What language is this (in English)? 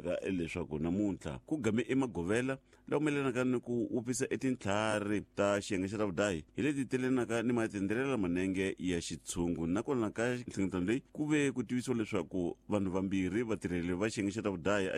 Tsonga